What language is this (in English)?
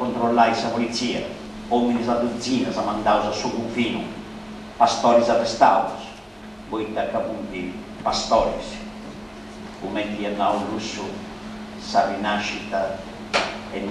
Sardinian